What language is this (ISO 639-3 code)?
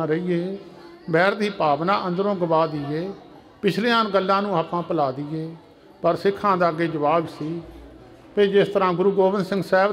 pan